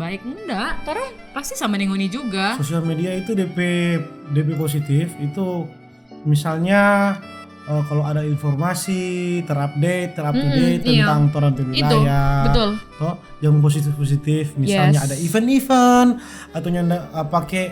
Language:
Manado Malay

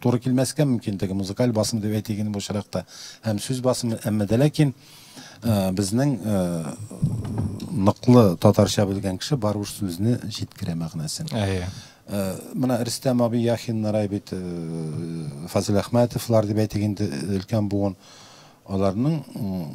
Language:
Tatar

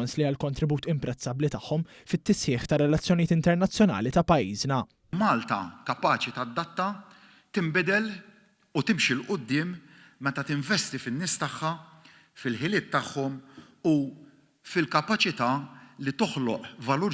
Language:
Maltese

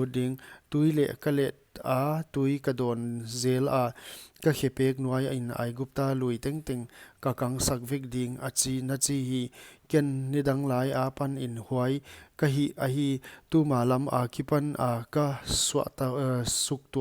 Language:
Paite Chin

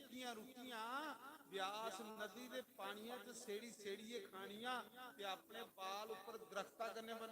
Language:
Dogri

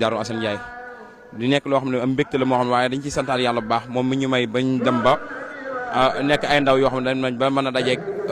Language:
Wolof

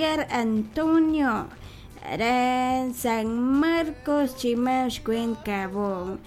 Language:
Kekchí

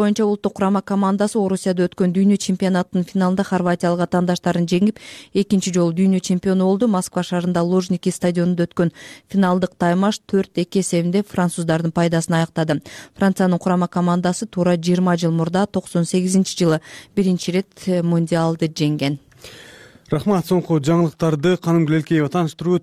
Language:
Kyrgyz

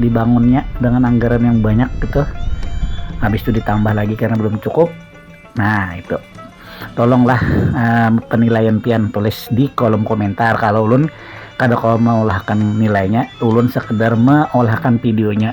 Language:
Banjar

